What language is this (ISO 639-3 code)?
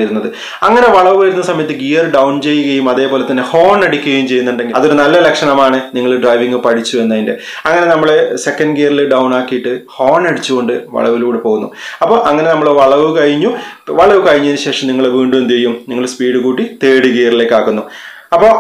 mal